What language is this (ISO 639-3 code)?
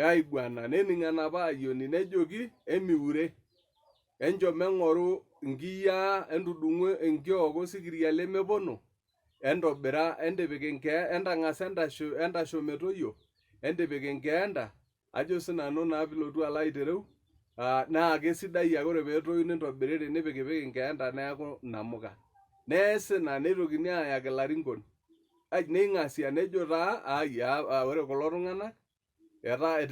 mas